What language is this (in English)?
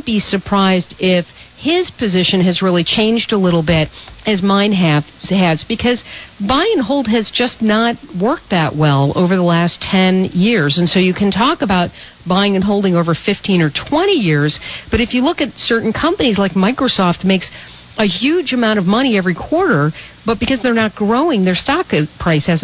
English